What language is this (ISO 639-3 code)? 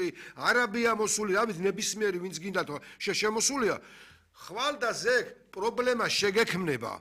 kat